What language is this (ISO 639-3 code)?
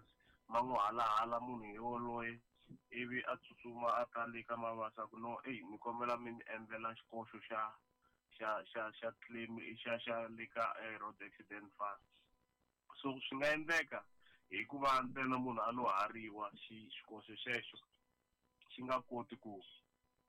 tso